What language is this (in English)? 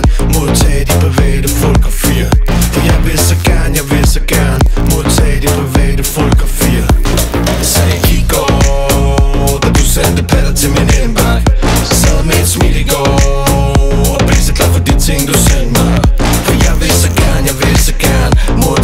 Danish